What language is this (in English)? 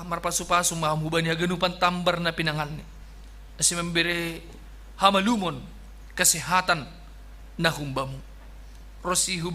Batak Simalungun